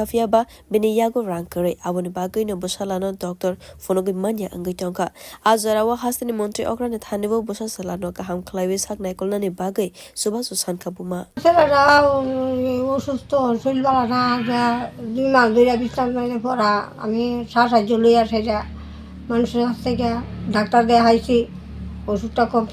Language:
Kok Borok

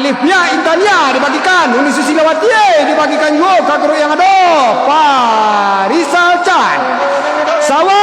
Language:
Minangkabau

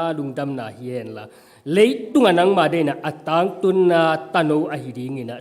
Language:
Tedim Chin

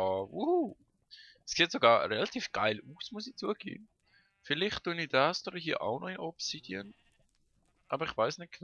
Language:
Swiss German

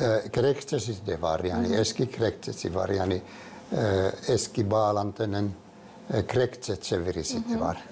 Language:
Gagauz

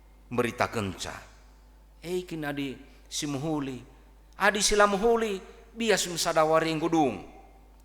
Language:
Batak Karo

